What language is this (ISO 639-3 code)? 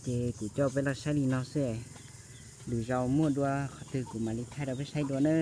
hmn